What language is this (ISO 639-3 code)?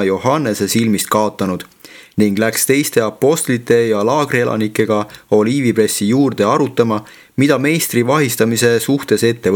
est